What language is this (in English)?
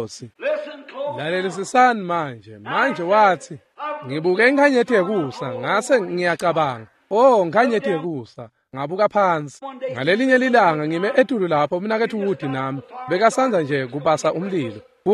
Swati